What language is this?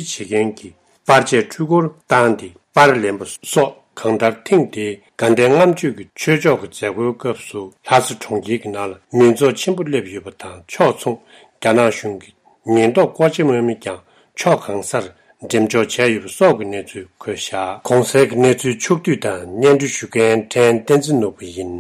Tibetan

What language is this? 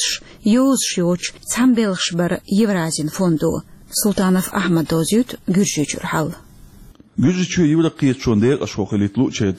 Chechen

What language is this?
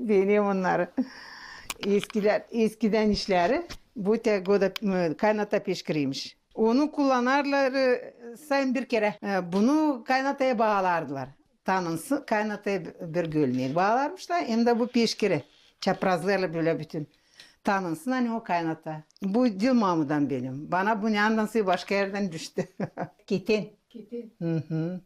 Gagauz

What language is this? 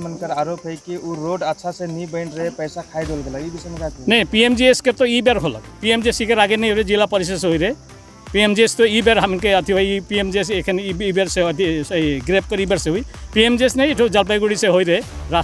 Sadri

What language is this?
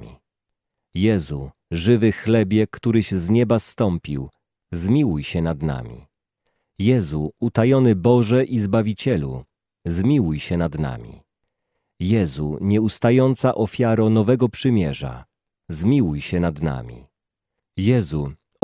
Polish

